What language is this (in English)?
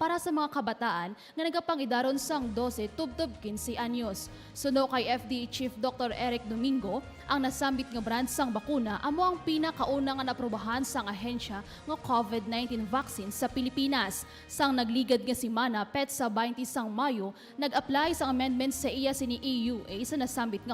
Hiligaynon